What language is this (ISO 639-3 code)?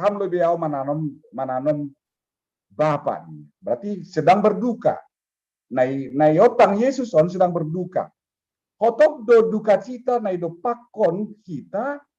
bts